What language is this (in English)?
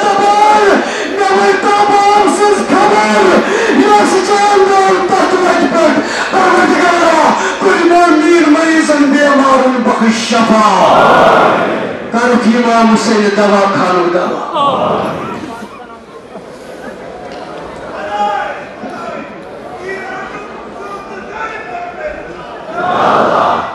Kashmiri